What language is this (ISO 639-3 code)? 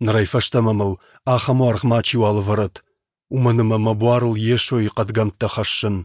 oss